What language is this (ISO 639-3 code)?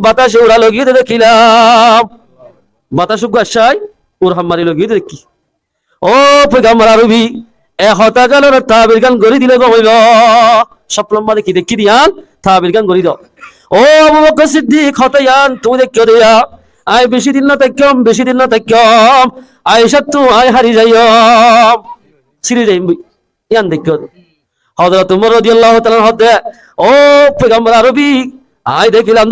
rhg